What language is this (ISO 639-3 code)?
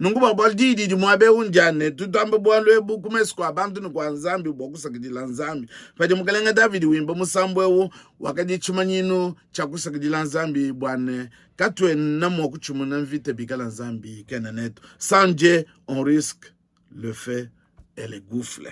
lua